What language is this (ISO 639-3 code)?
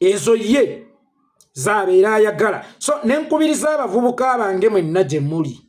lug